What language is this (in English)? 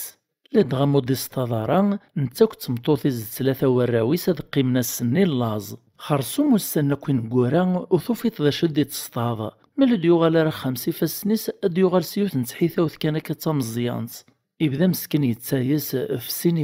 Kabyle